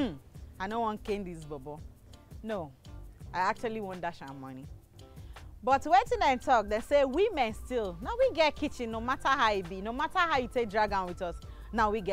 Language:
Nigerian Pidgin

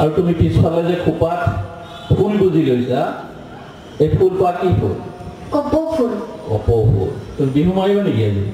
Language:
Assamese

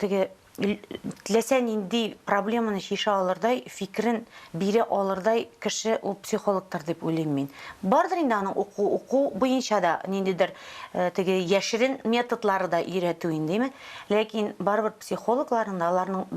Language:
Tatar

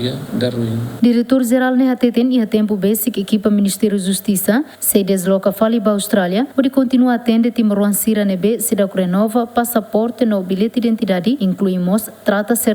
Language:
Tetum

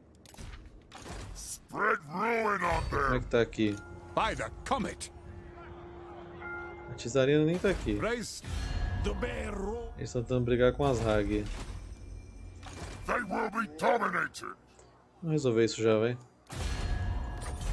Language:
Portuguese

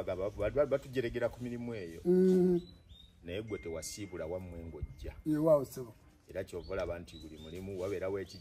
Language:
Ganda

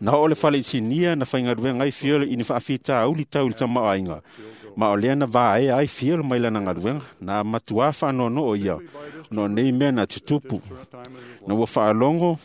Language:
Samoan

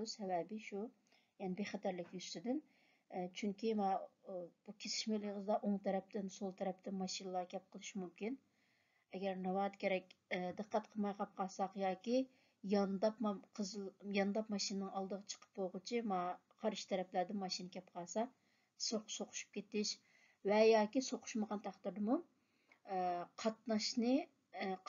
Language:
Uyghur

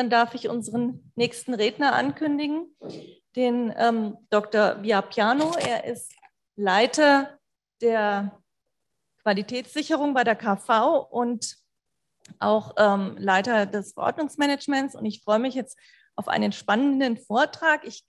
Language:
German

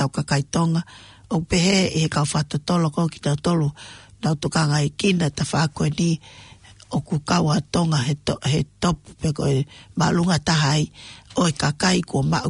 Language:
Tongan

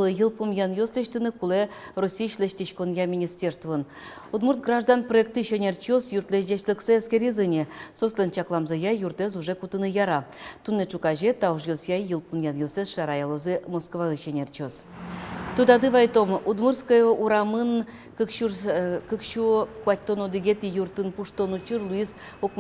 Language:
Udmurt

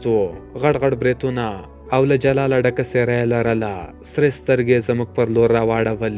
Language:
Pashto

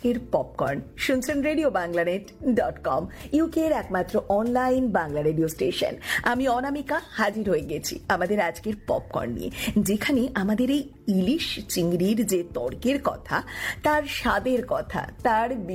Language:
Bangla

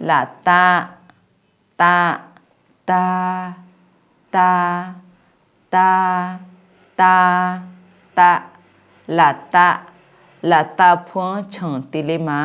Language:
Akha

